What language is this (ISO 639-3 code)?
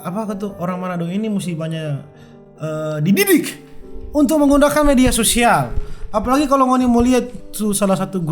xmm